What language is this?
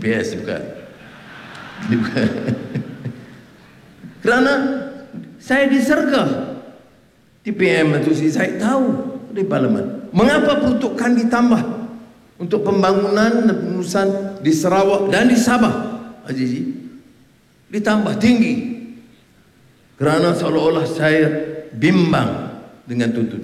Malay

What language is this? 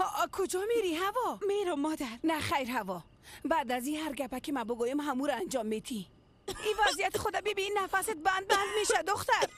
Persian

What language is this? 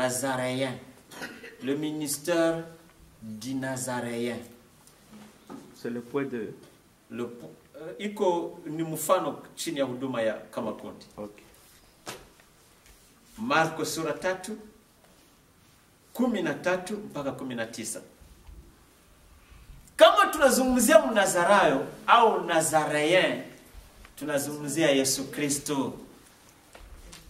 Swahili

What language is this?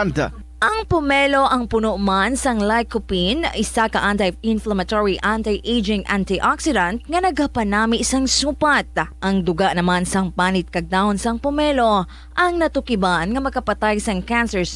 Hiligaynon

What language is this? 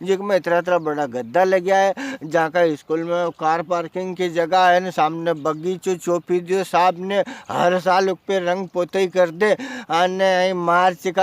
Rajasthani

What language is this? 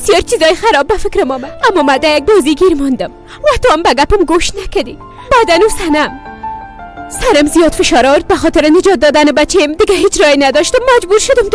Persian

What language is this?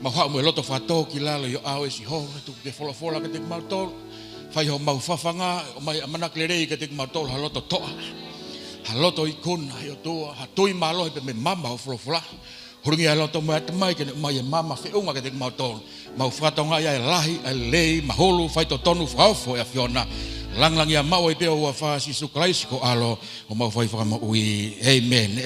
Tongan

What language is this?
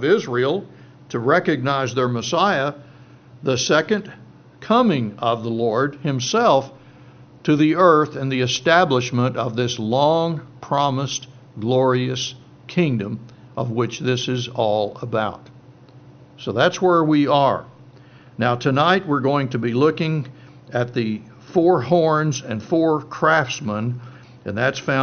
English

